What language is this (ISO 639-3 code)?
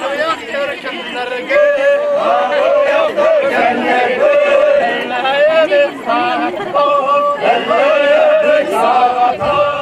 sah